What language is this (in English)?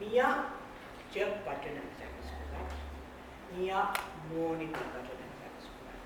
Pohnpeian